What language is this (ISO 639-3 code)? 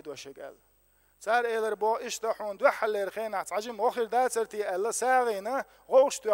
che